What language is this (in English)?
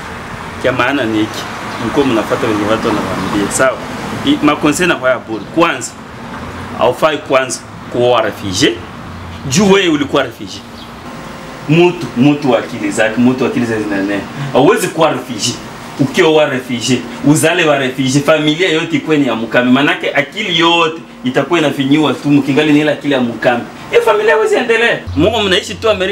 Swahili